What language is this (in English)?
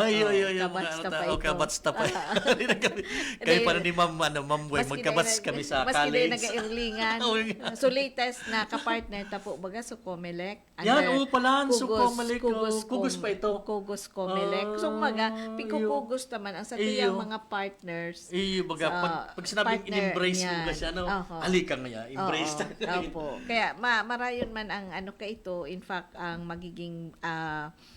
Bikol